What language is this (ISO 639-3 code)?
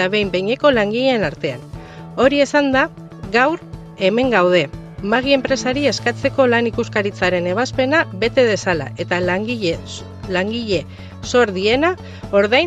eus